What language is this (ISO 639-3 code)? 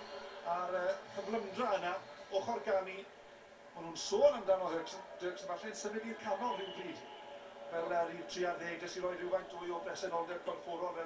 cym